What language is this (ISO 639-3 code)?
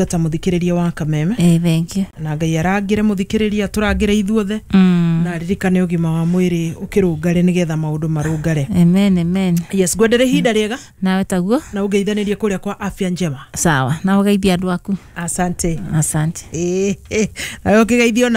kik